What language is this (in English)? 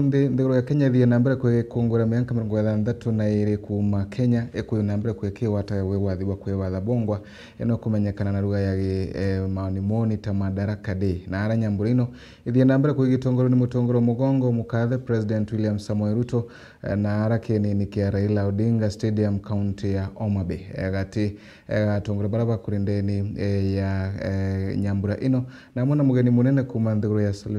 Meru